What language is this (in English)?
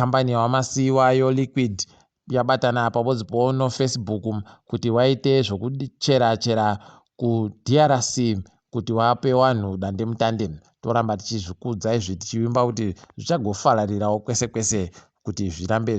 Ndau